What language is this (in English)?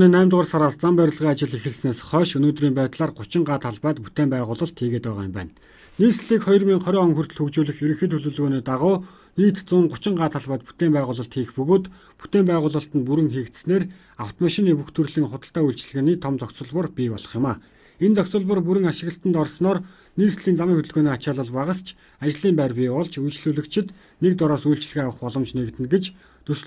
Mongolian